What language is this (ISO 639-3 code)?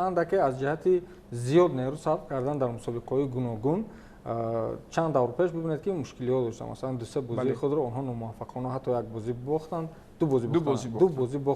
tgk